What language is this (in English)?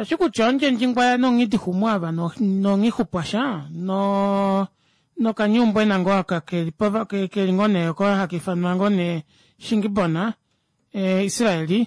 Kuanyama